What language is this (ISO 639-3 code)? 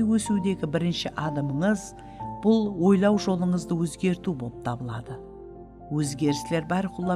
kaa